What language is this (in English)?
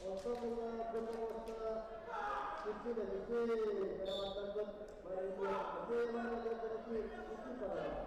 Yakut